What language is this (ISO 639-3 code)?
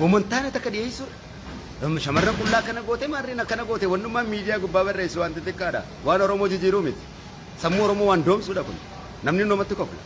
orm